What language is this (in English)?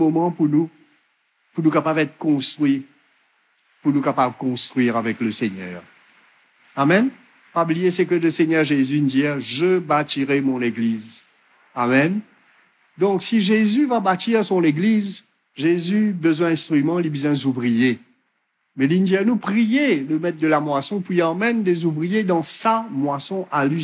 Morisyen